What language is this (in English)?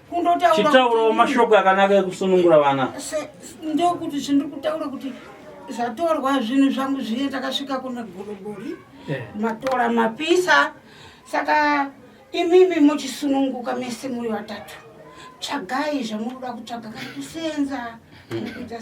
Shona